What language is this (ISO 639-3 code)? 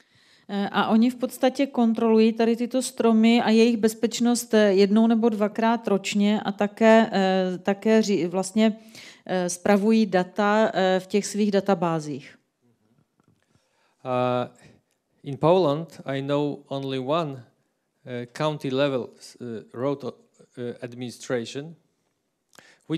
ces